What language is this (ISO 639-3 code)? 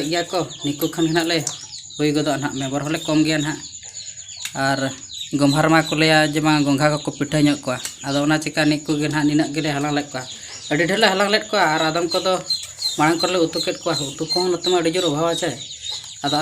sat